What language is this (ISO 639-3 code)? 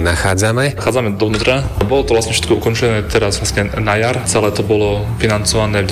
slk